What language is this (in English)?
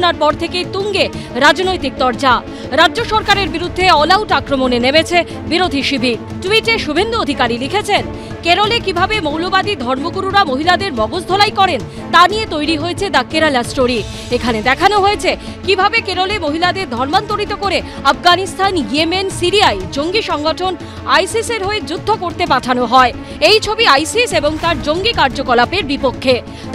Bangla